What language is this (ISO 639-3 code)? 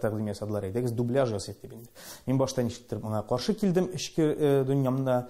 tat